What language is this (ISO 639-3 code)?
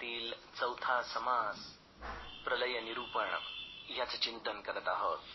mar